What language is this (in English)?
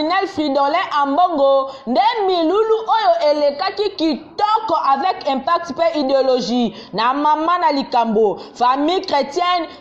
Lingala